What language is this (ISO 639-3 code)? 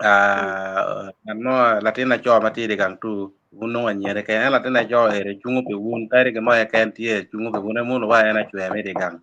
ach